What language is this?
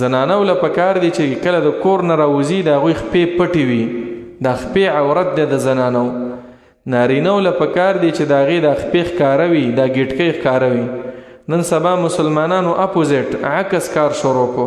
Pashto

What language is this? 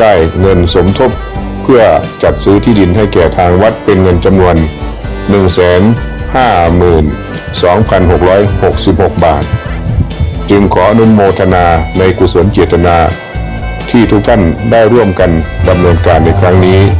Lao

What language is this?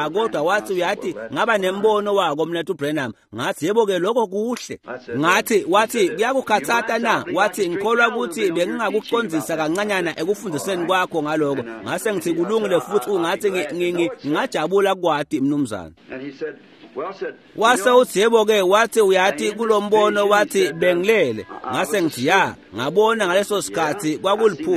Swati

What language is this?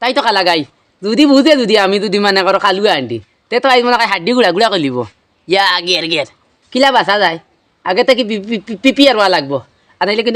Sylheti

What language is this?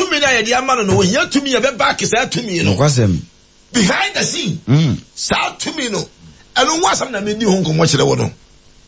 Akan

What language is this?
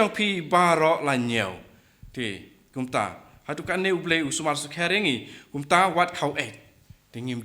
Khasi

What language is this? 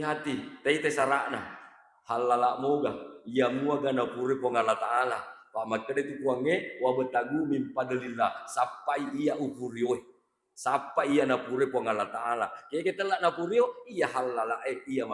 Buginese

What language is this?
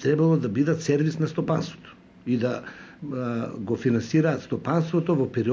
Macedonian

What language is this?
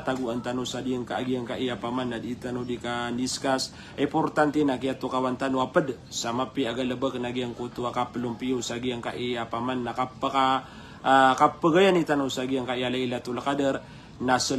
Maranao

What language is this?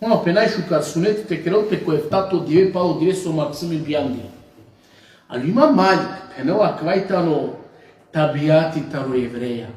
Balkan Romani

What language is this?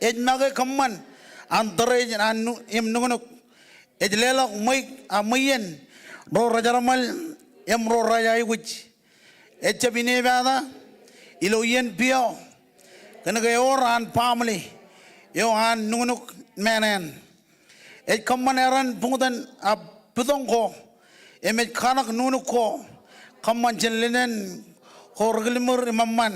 Marshallese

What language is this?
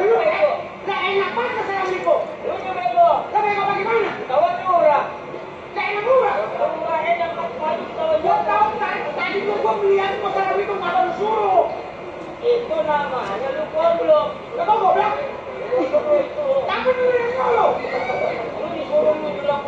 Betawi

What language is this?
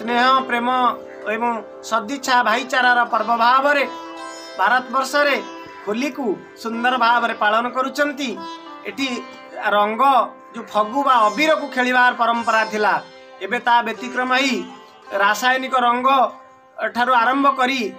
Odia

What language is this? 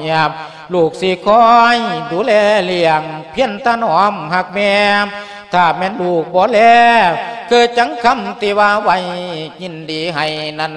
Lao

